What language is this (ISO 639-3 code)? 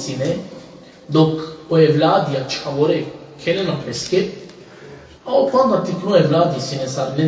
rmn